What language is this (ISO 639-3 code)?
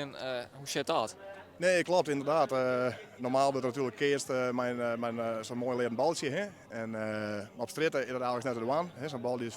fry